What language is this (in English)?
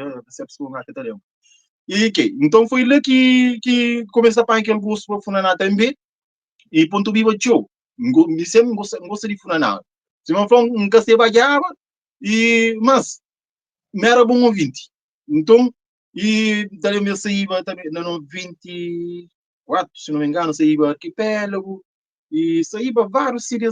Kabuverdianu